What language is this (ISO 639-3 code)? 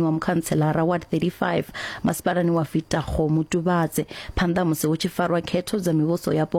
ven